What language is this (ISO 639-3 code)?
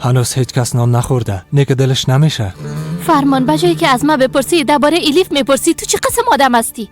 fas